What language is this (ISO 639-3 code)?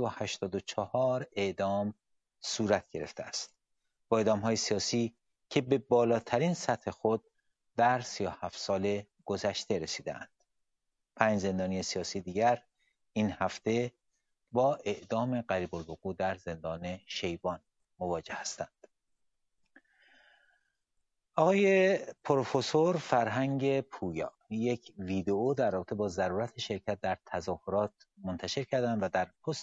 fas